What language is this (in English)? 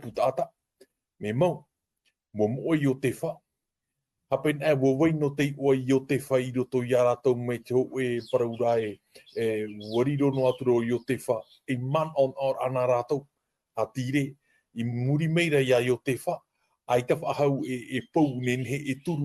Tahitian